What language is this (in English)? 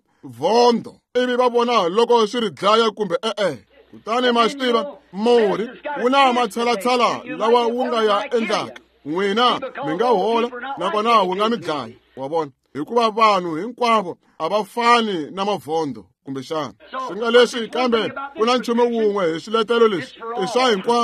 Tsonga